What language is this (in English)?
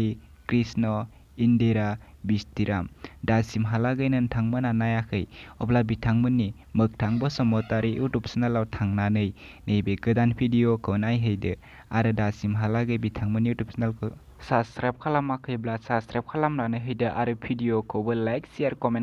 Bodo